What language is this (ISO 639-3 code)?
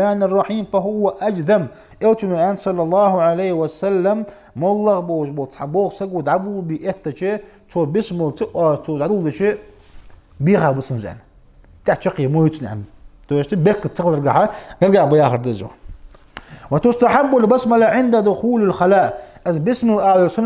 inh